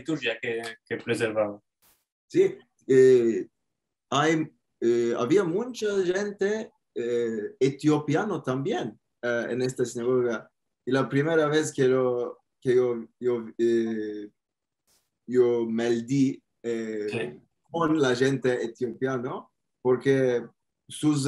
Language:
Ladino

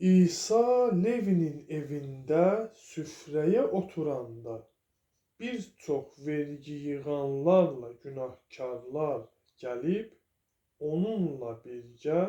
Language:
Azerbaijani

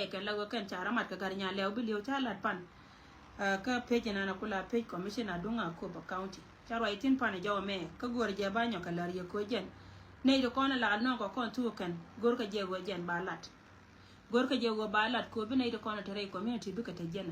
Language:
Nuer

